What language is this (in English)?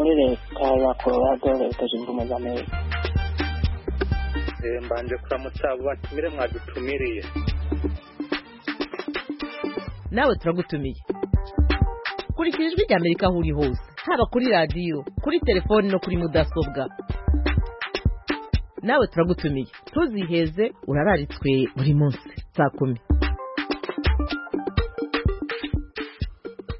Kinyarwanda